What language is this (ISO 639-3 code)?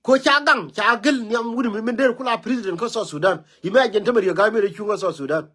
nus